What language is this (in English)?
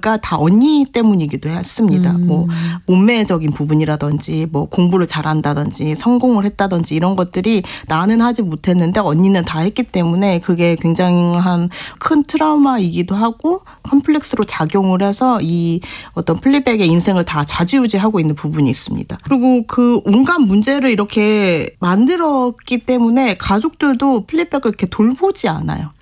Korean